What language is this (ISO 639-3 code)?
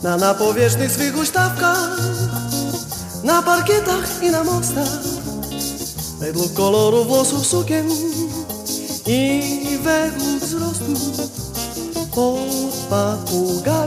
pol